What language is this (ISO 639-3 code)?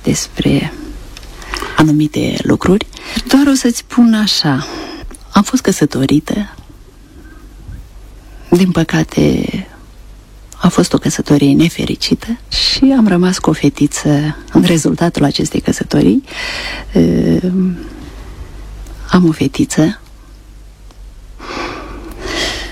ron